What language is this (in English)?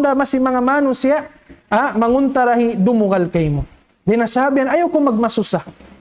Tausug